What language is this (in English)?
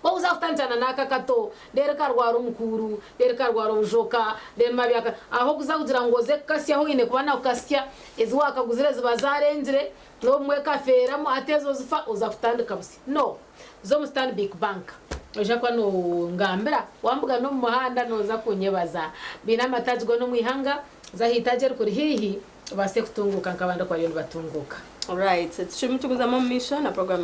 Nyankole